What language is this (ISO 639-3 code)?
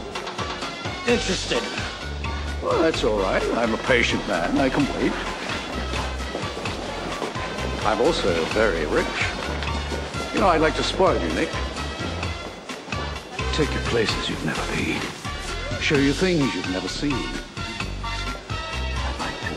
eng